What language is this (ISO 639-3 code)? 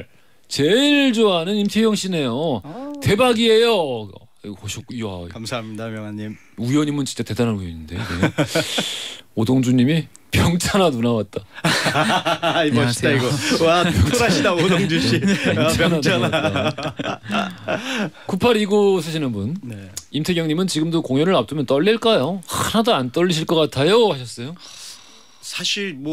kor